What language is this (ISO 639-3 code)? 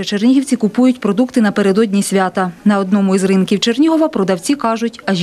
ukr